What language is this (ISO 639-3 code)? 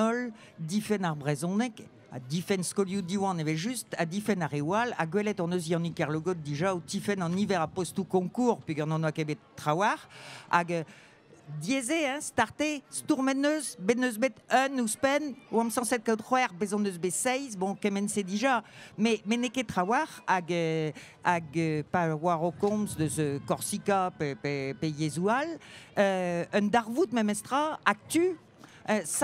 bre